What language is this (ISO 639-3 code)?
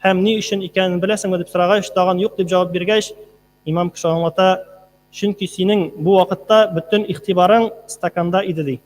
tat